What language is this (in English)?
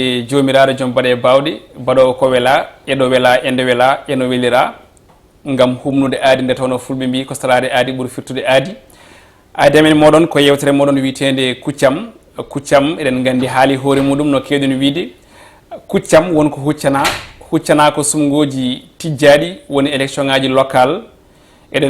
Fula